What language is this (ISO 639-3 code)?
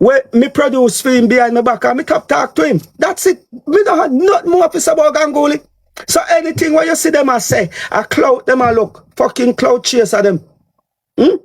jam